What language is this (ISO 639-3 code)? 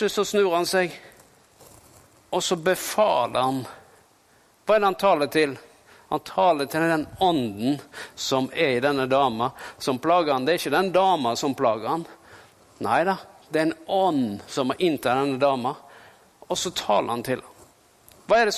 nor